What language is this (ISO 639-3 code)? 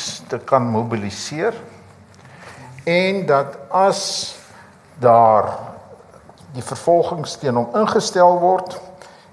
afr